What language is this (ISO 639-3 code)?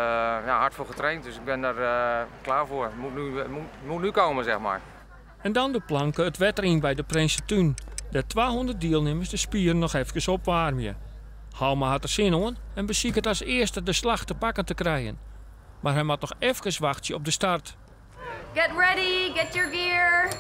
fry